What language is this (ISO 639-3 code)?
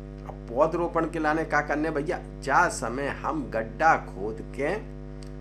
hin